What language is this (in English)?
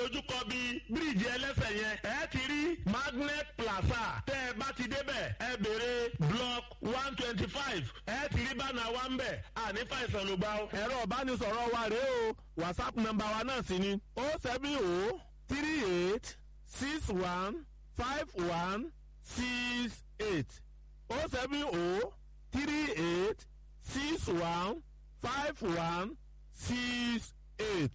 Yoruba